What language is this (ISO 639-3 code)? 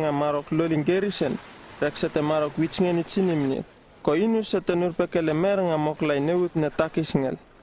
upv